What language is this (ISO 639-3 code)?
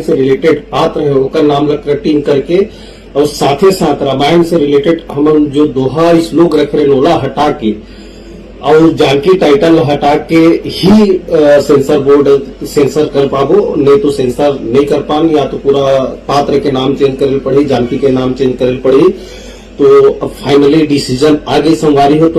hne